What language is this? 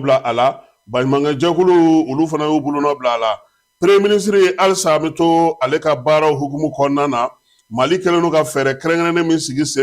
Bambara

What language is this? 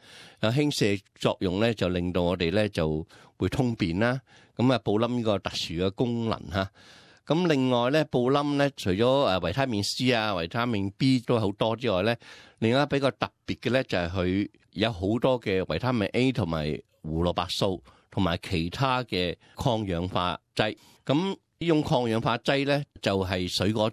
Cantonese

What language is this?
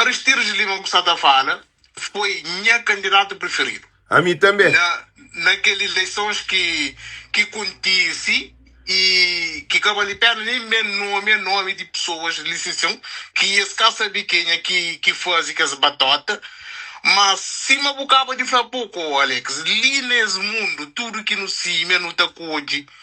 Kabuverdianu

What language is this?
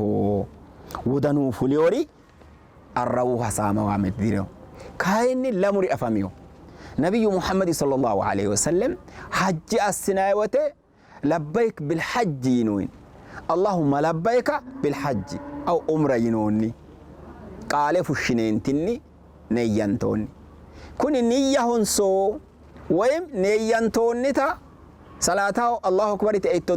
Sidamo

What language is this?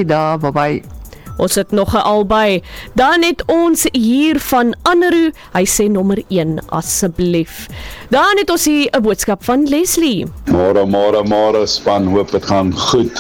Afrikaans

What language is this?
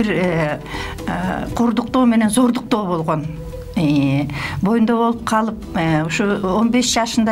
Kyrgyz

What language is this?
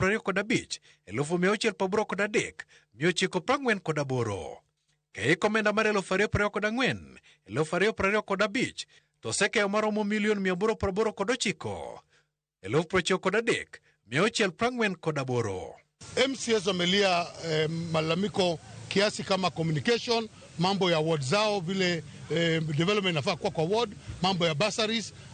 Luo (Kenya and Tanzania)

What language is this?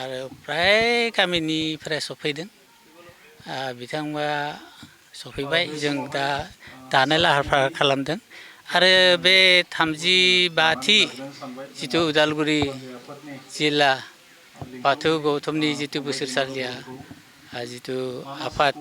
Bodo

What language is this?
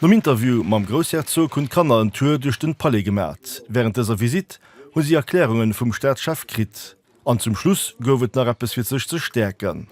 Luxembourgish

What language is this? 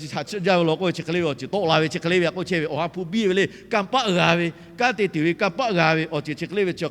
Lahu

